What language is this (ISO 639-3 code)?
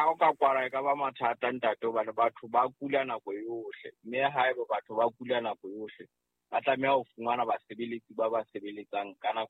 sot